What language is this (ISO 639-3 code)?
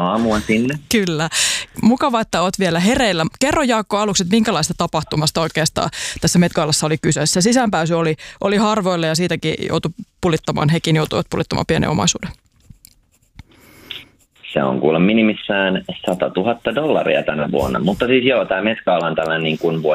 fin